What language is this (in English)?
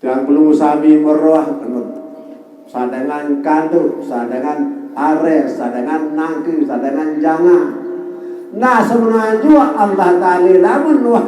Sasak